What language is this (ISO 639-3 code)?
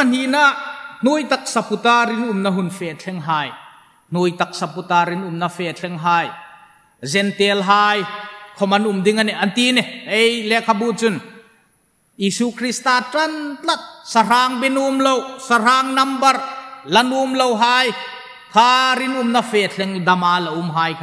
hmr